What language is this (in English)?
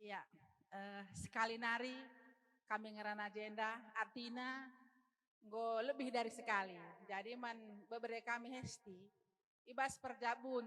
Batak Karo